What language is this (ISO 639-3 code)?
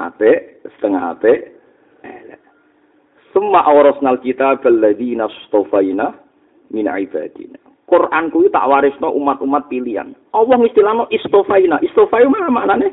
jav